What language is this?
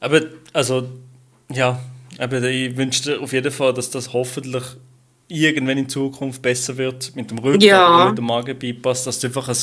Swiss German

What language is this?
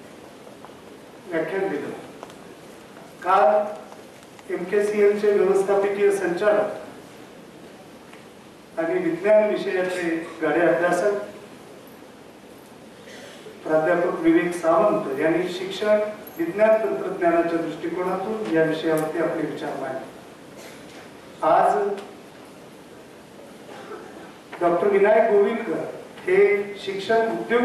Marathi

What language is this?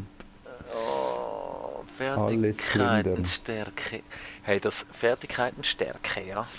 Swiss German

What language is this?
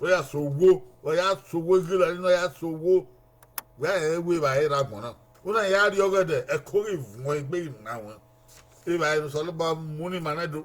Bini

